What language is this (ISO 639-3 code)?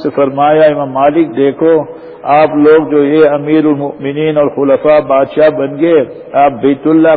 urd